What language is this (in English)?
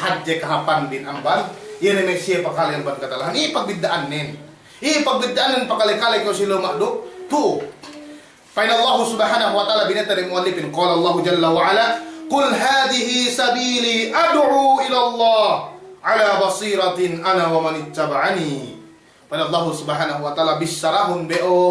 Yakan